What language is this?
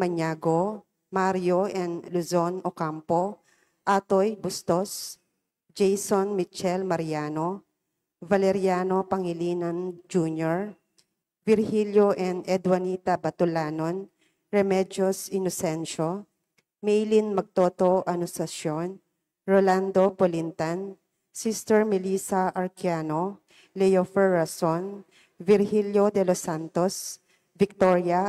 Pampanga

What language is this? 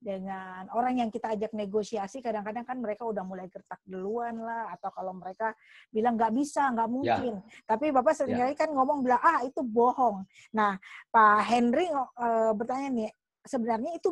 Indonesian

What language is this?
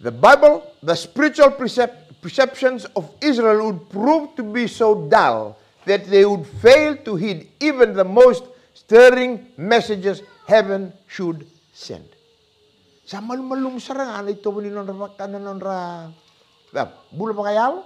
Fijian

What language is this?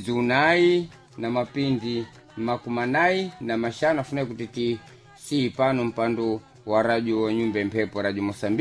Sena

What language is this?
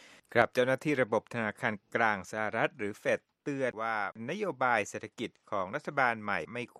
Thai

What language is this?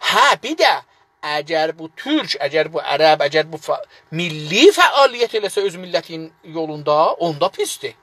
South Azerbaijani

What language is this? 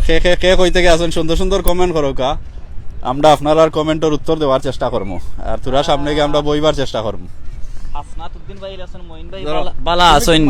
Sylheti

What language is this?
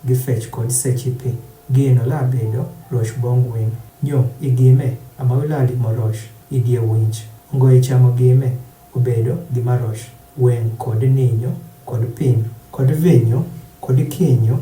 Adhola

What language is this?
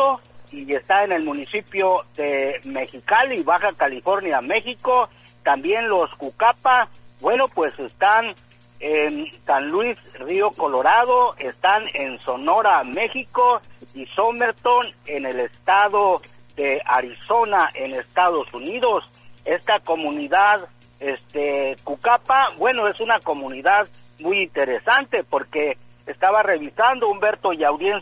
Spanish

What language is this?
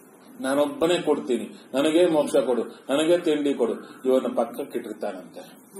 Kannada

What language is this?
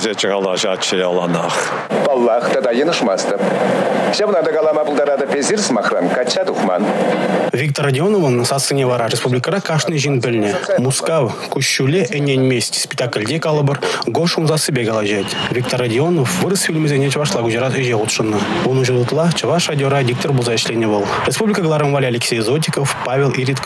Chuvash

